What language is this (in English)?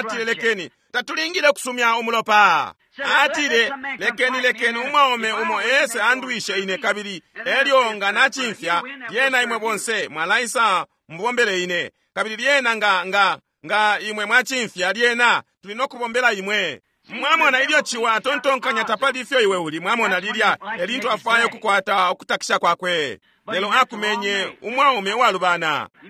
Bemba